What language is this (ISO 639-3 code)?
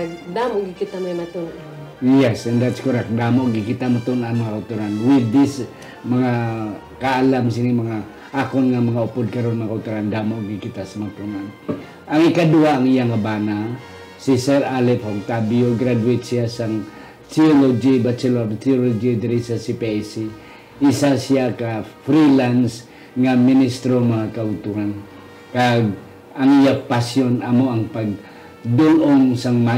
hil